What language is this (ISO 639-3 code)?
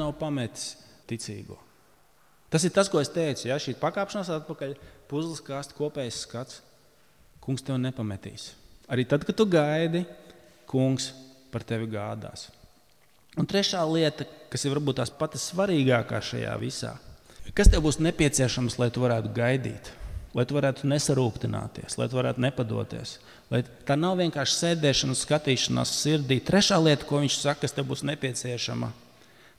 lav